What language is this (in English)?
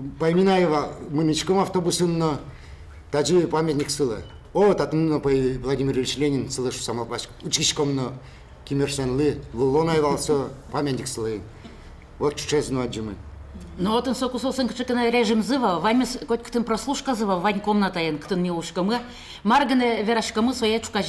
Udmurt